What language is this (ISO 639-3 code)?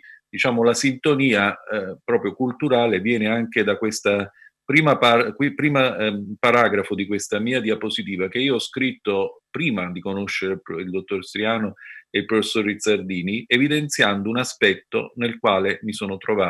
ita